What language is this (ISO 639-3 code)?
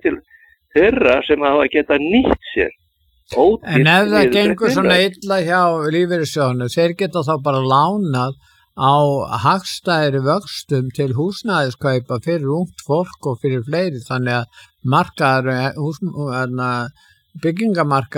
isl